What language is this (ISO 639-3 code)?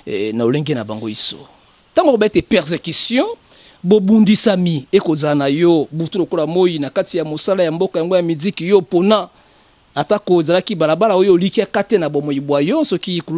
lin